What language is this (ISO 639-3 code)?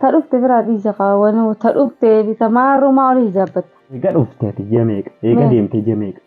orm